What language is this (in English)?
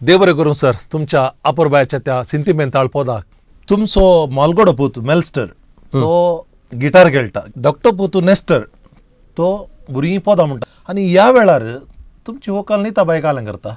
Konkani